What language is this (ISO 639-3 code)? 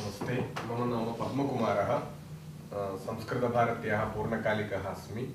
san